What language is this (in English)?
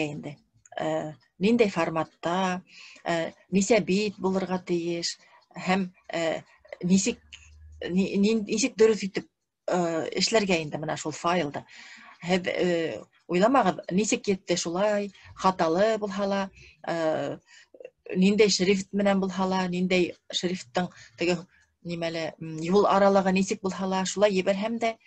Bashkir